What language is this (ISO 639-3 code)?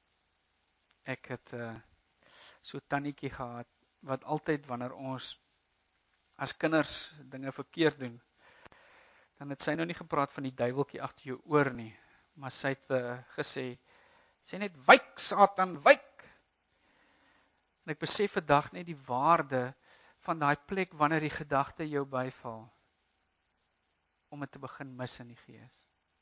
afr